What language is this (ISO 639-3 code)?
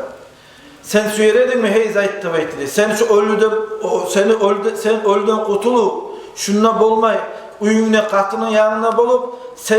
kum